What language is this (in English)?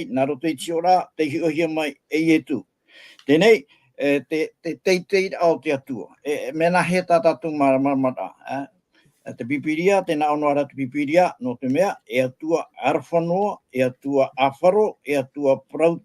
Tahitian